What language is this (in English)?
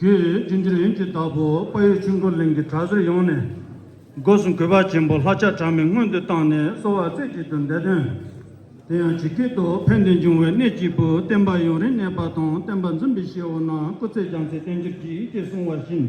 Tibetan